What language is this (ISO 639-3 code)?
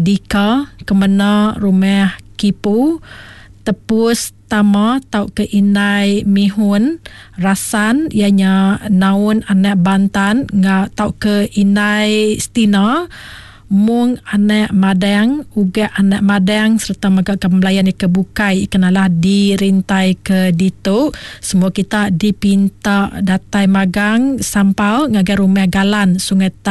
iba